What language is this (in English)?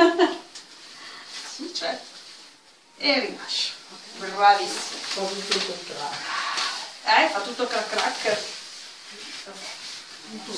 Italian